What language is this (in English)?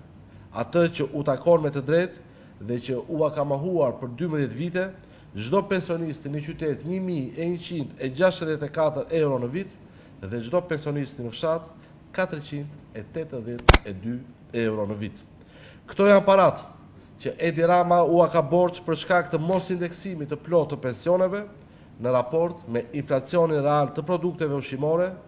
Albanian